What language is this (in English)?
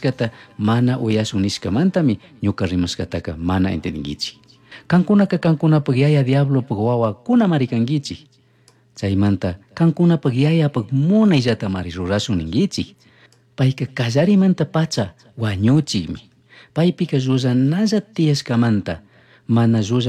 Chimborazo Highland Quichua